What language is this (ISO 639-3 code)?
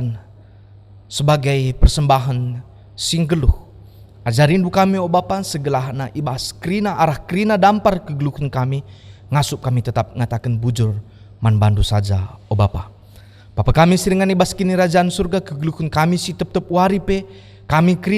btx